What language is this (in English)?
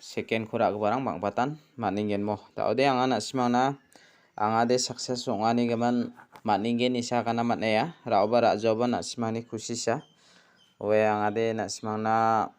Garo